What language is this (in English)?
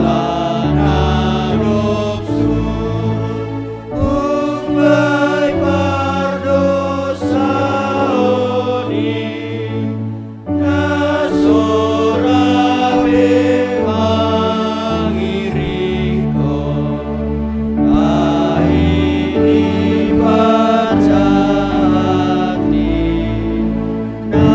Batak Simalungun